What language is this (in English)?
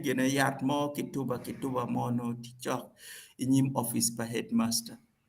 Acoli